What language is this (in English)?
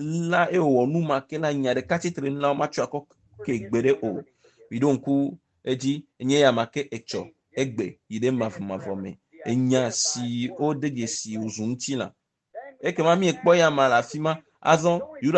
Ewe